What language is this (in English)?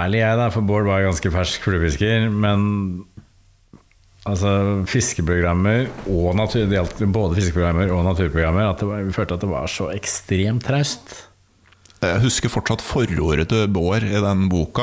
Norwegian